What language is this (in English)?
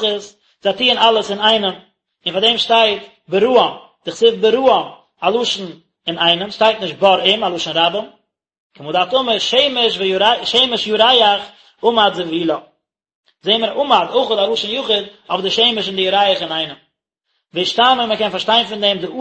Yiddish